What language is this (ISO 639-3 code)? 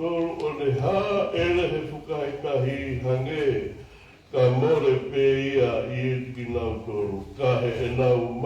ton